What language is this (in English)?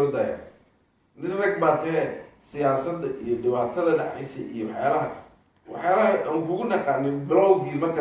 Somali